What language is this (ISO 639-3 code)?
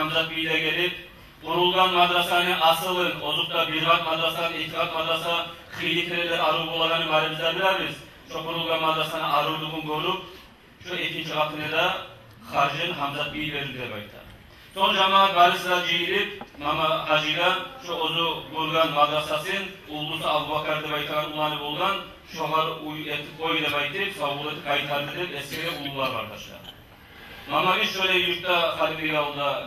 kum